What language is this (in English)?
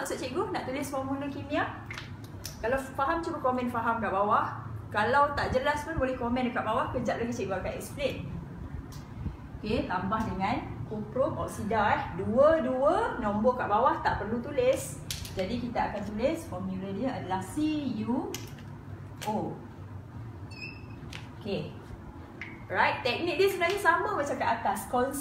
Malay